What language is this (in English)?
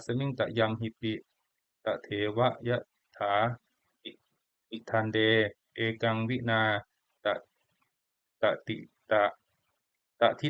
Pali